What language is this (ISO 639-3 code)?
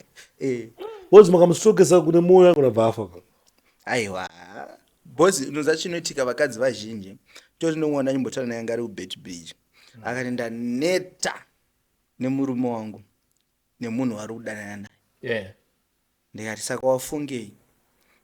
sna